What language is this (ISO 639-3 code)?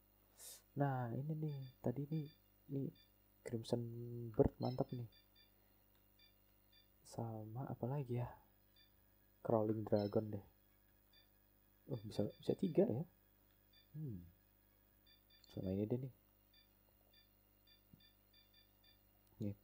ind